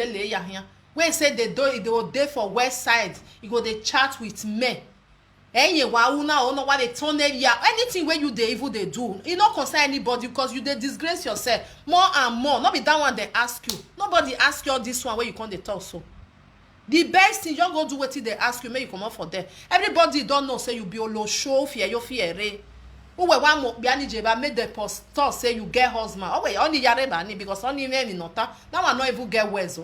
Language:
Nigerian Pidgin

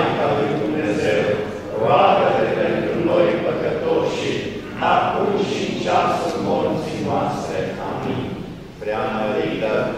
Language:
Romanian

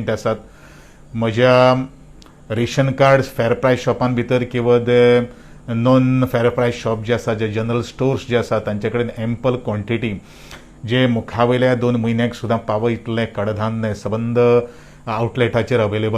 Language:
Konkani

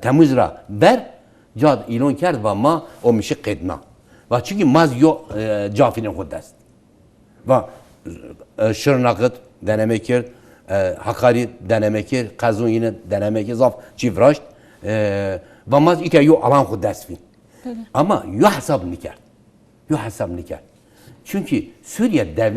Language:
Zaza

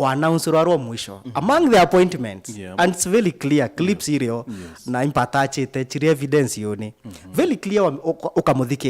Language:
Meru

